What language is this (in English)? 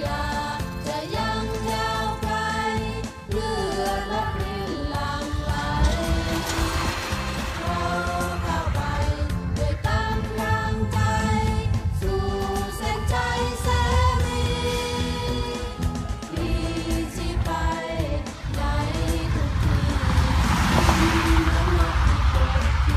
Thai